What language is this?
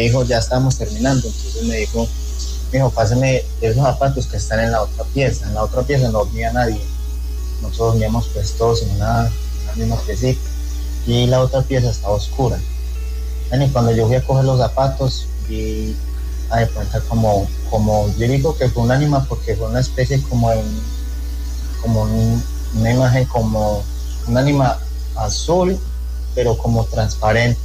Spanish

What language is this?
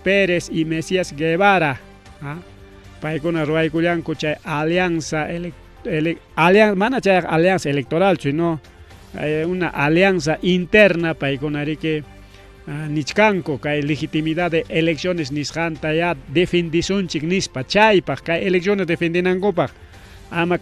Ayacucho Quechua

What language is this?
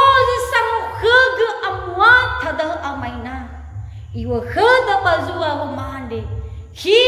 Nias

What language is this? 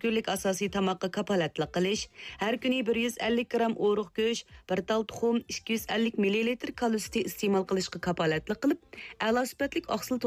Uyghur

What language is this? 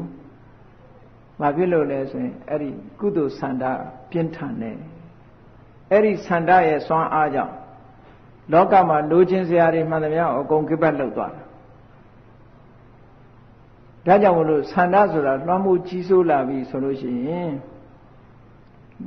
Burmese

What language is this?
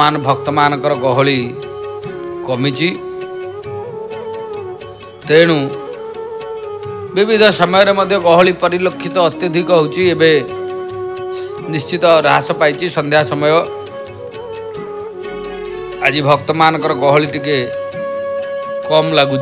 Odia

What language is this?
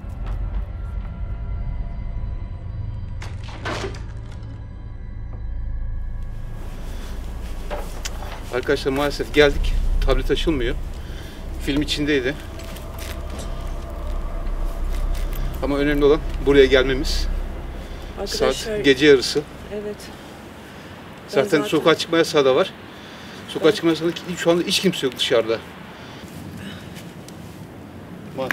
Turkish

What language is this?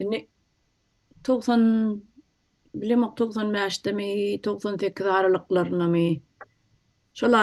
Turkmen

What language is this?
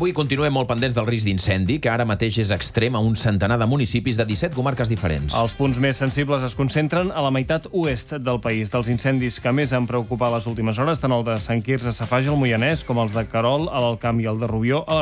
Catalan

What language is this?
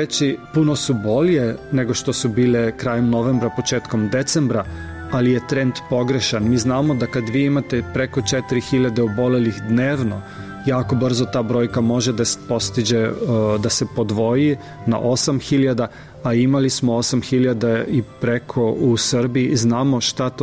Serbian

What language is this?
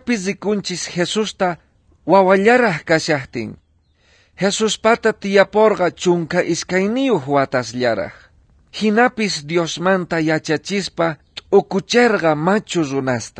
South Bolivian Quechua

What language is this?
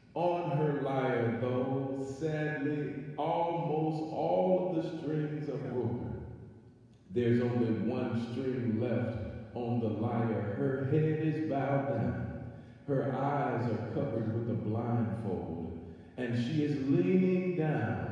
English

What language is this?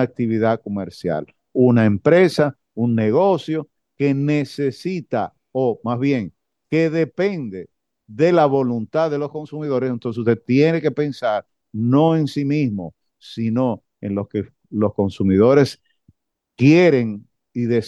Spanish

